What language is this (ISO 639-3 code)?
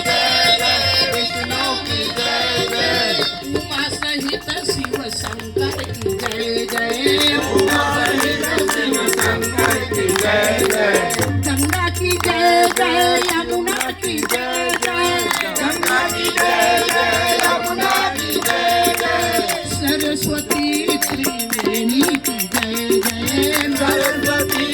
hne